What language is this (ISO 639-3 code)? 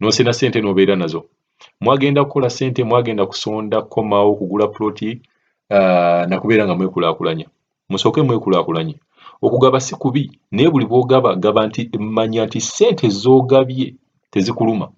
lug